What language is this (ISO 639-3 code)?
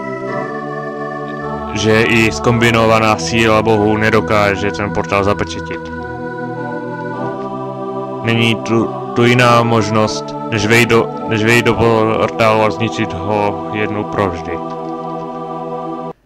ces